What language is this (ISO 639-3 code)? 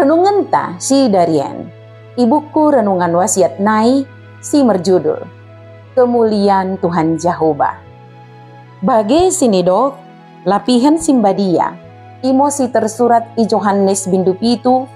btd